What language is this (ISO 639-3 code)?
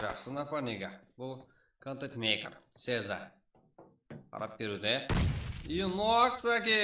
kaa